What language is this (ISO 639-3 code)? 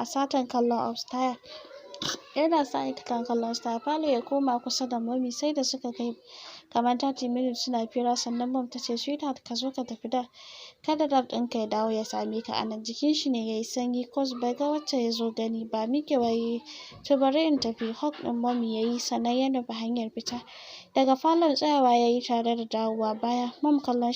hau